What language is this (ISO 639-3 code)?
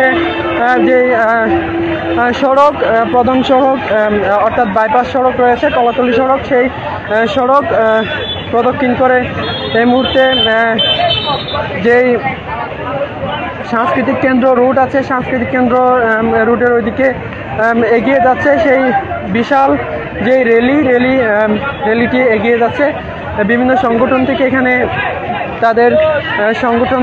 ben